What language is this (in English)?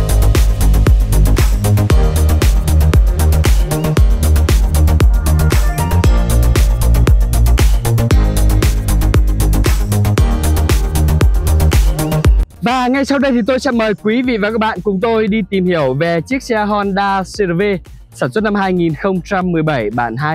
Vietnamese